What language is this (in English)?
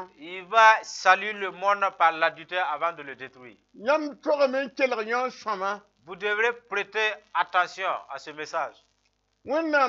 Mossi